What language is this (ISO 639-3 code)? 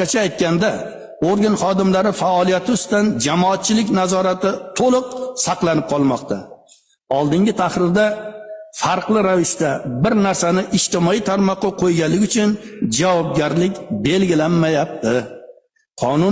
uzb